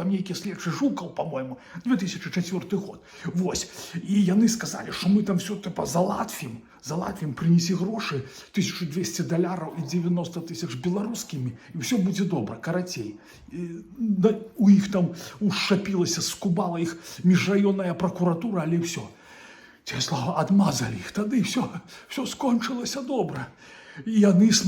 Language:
Belarusian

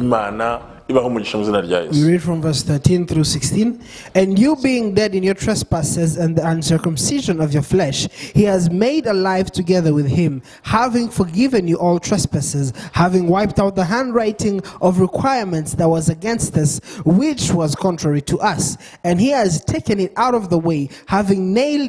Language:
Kinyarwanda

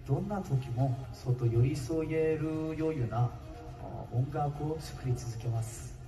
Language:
Japanese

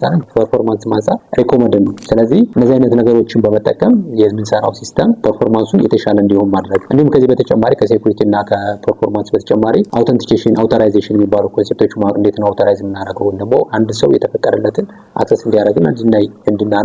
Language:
Amharic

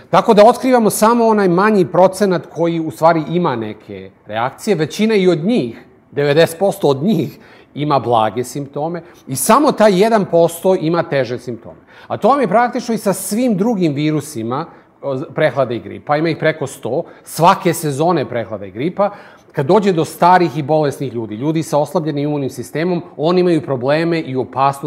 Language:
Serbian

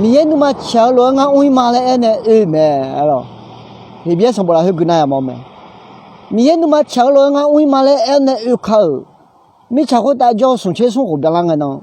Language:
Akha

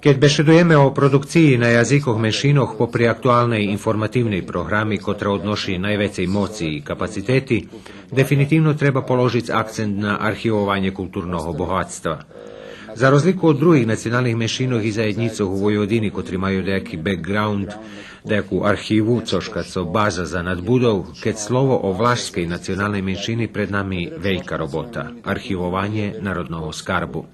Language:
Rusyn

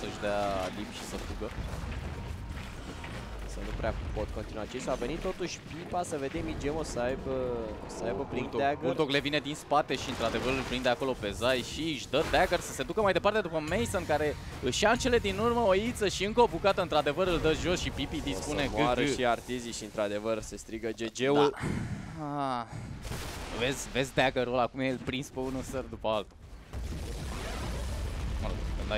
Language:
Romanian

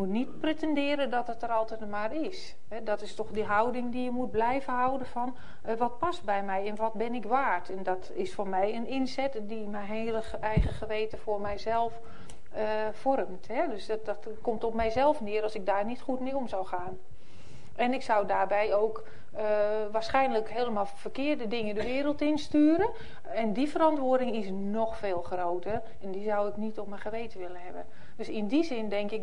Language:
Dutch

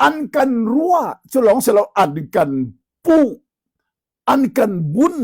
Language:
Hakha Chin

